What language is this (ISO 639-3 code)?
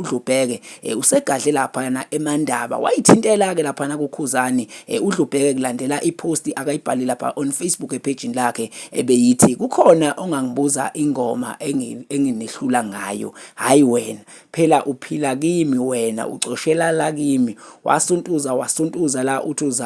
zul